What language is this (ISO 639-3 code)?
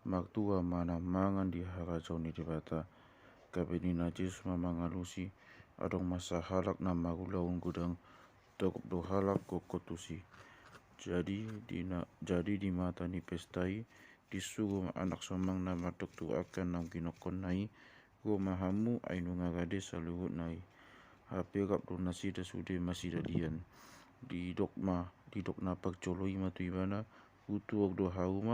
bbc